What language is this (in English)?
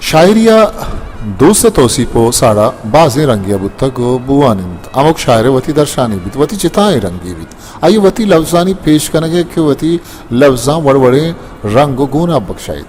Baluchi